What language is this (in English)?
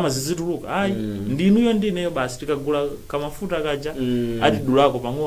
Nyanja